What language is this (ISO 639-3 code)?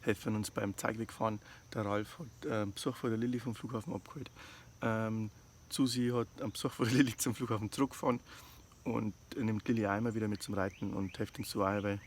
bar